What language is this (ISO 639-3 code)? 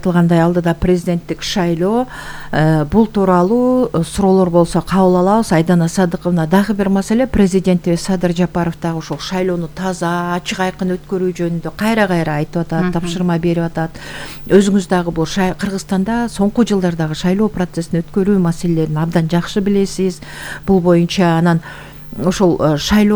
kir